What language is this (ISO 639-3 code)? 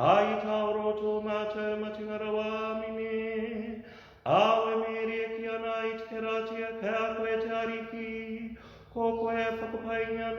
mri